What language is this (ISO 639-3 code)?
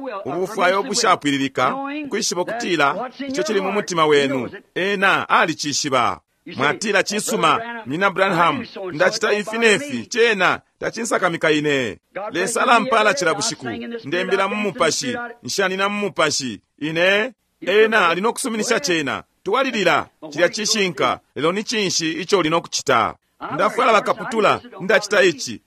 bem